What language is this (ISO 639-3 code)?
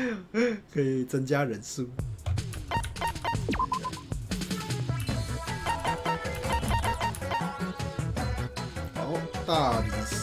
zho